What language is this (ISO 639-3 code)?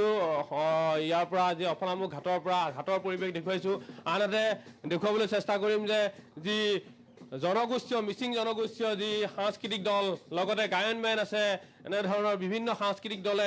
asm